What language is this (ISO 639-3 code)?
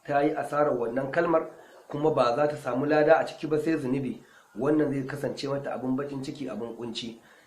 hau